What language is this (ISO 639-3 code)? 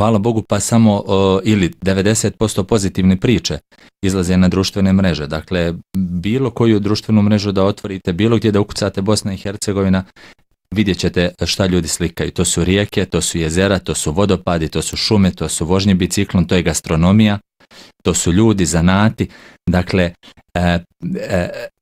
bos